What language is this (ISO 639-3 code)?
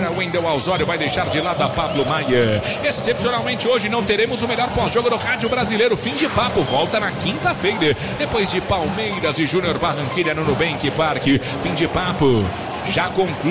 por